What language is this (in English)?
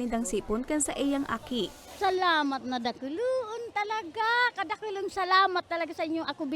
Bikol